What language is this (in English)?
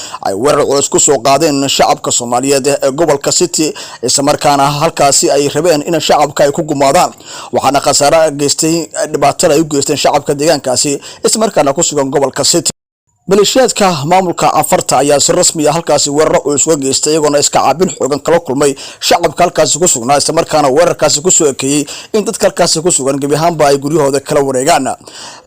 Somali